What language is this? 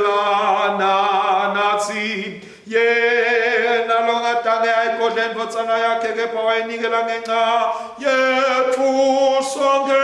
Swati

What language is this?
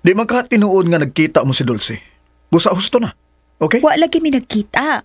Cebuano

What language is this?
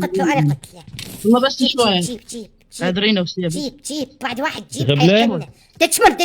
Mesopotamian Arabic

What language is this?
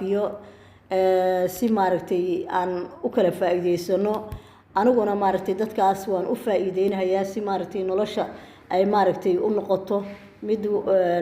Somali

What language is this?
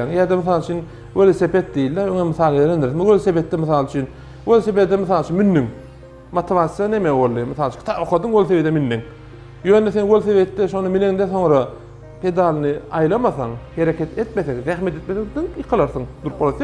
Turkmen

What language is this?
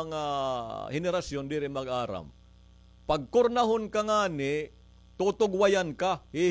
Waray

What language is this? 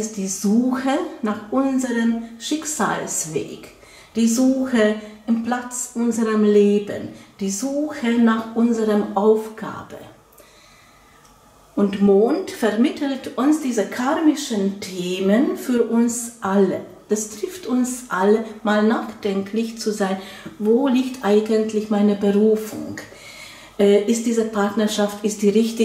German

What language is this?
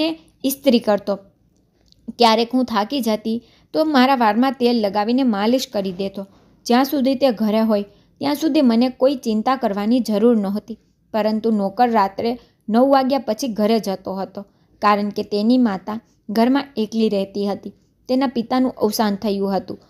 Gujarati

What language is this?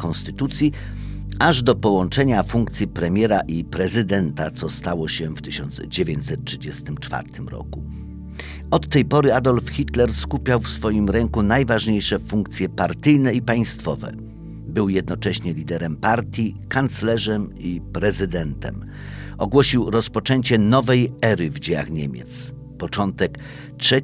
Polish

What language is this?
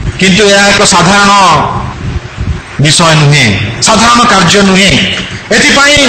Odia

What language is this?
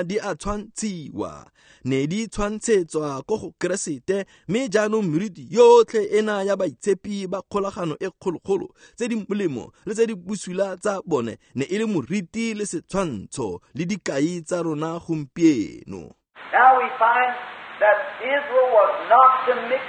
Tswana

